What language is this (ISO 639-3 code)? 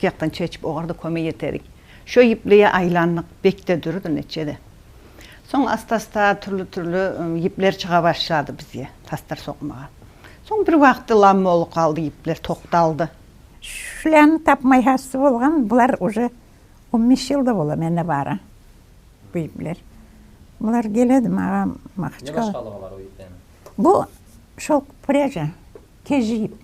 kum